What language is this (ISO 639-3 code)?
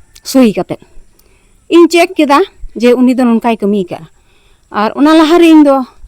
sat